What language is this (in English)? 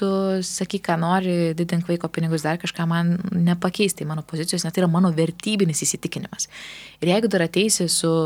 Lithuanian